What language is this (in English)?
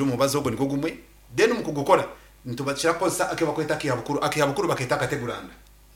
Nyankole